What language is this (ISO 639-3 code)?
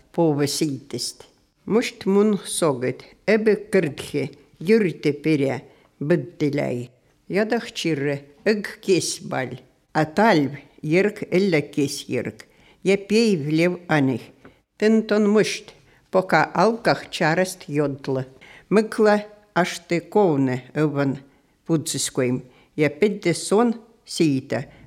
slv